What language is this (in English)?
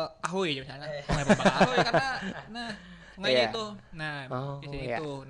Banjar